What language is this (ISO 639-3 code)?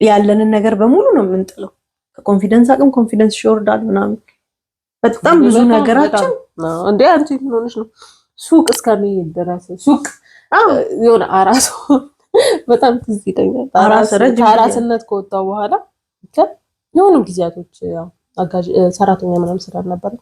amh